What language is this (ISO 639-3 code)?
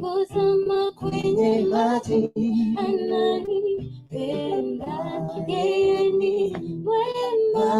guz